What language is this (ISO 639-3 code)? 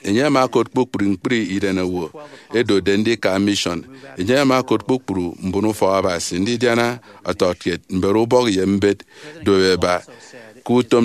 efi